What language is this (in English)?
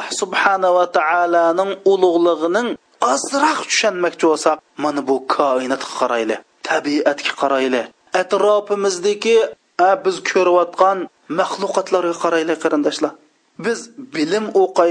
Uyghur